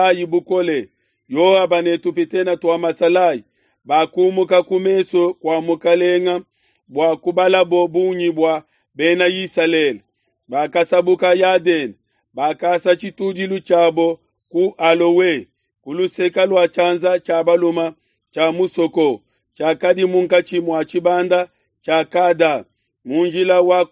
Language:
Luba-Lulua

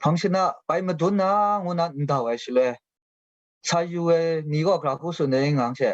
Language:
Kachin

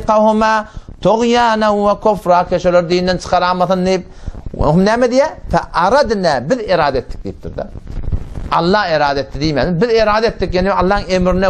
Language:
Turkmen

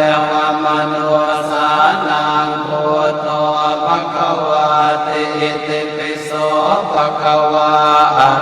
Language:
Pali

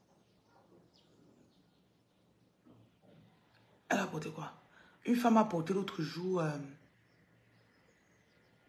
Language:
French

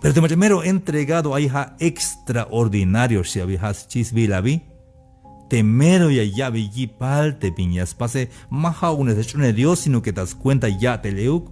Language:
Tzeltal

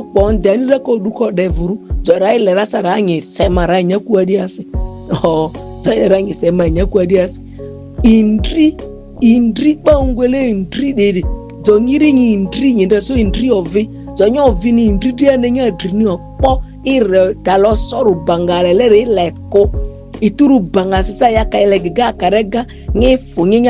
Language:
Ma'di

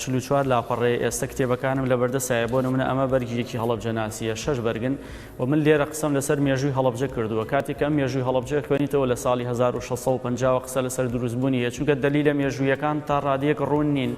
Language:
Central Kurdish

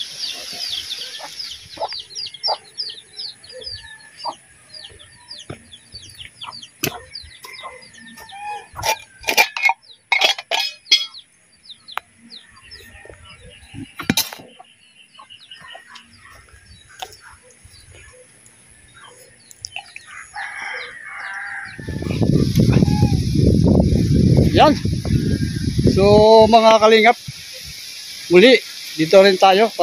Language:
Filipino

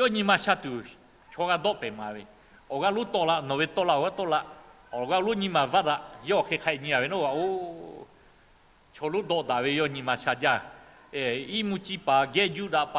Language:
Lahu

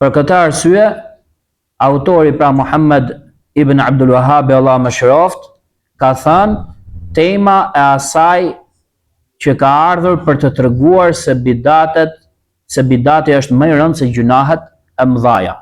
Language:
Albanian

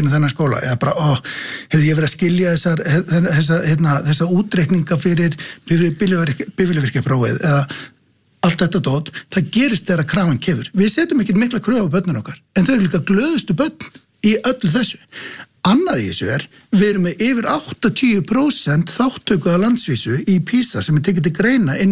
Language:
Icelandic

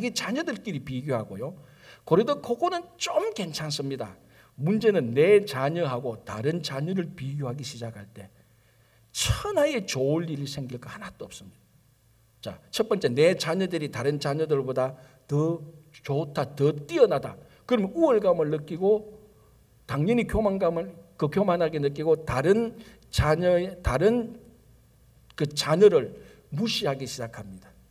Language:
Korean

